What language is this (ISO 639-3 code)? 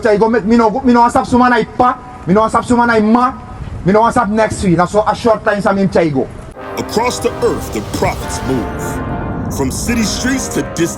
srn